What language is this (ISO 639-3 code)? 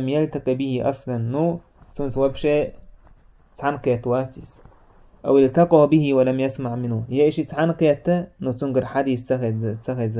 che